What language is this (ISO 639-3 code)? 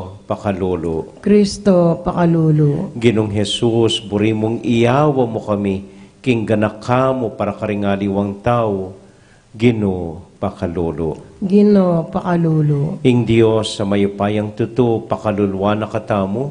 pam